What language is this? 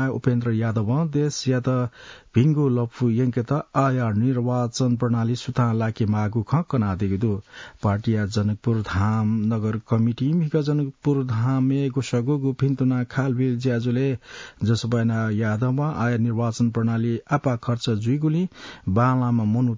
Newari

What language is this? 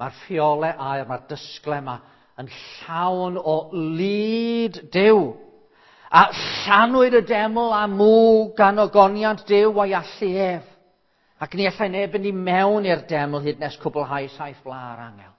Welsh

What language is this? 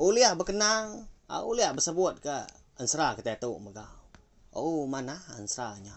Iban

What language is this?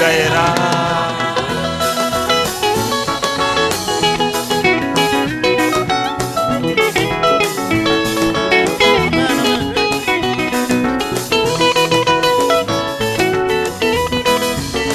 Kinyarwanda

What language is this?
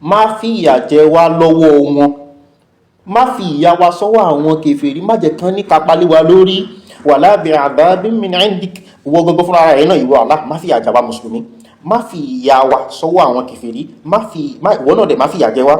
Yoruba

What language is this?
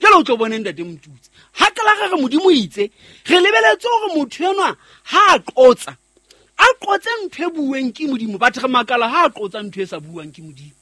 Southern Sotho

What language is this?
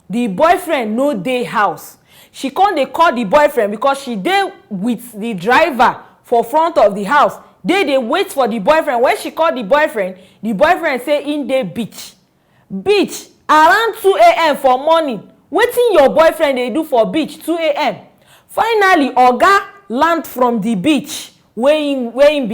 Nigerian Pidgin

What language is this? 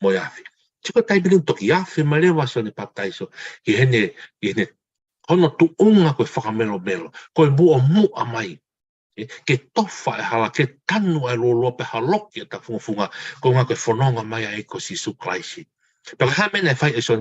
Tongan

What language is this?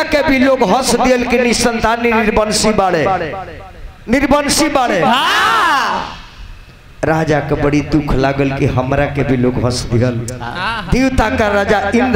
Bhojpuri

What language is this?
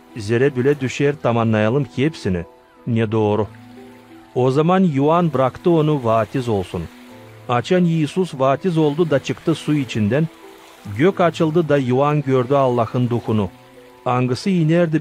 Gagauz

